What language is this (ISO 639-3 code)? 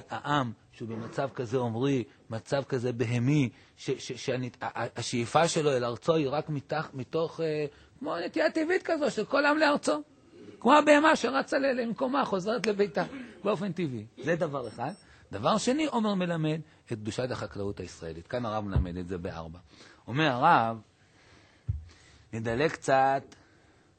heb